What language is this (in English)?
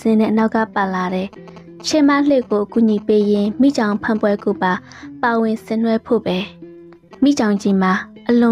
Burmese